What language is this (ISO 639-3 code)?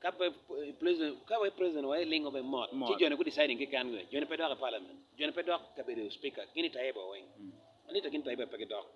ach